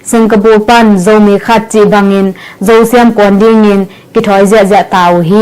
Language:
Tedim Chin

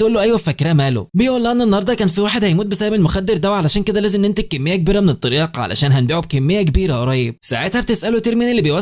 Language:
Egyptian Arabic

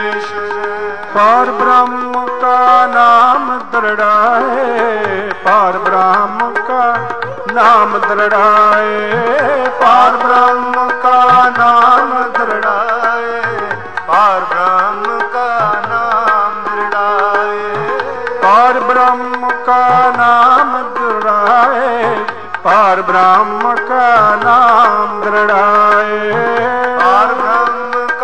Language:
Punjabi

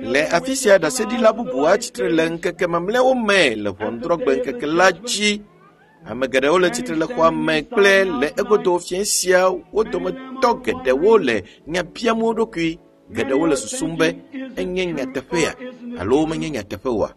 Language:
Ewe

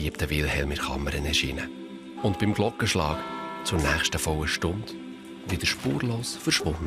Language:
Swiss German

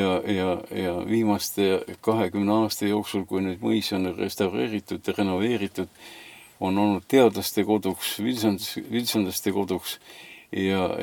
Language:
Estonian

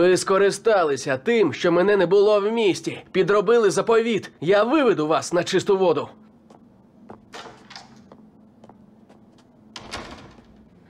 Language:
Ukrainian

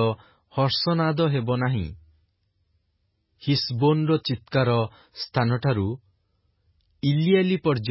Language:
Odia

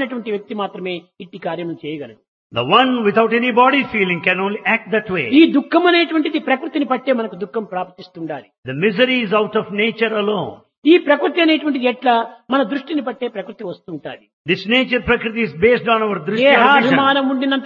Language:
Telugu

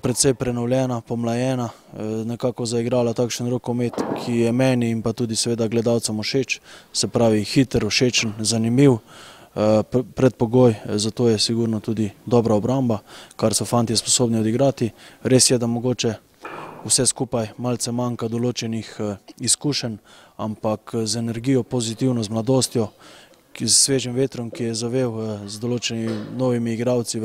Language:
Slovenian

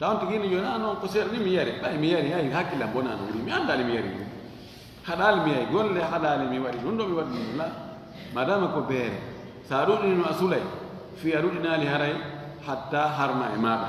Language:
Fula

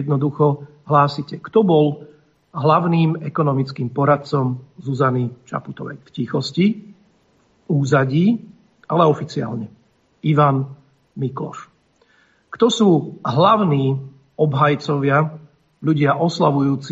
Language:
Slovak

